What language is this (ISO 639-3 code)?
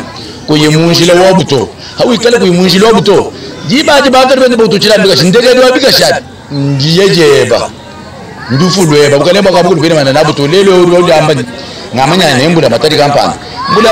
lua